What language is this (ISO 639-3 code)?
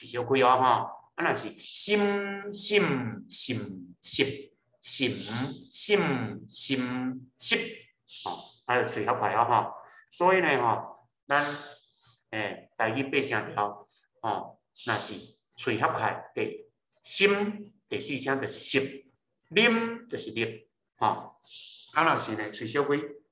nan